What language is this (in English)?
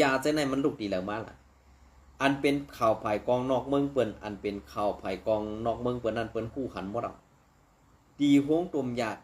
Shan